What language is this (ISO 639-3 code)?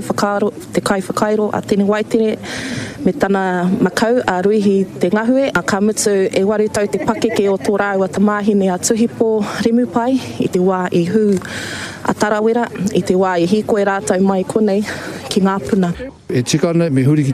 mri